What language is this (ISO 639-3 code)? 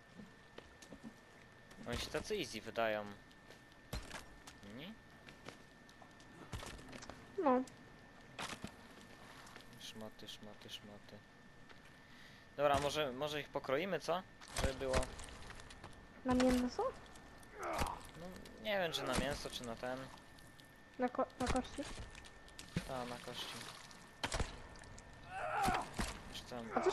pol